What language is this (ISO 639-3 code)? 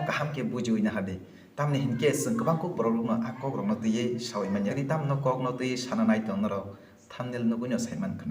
trp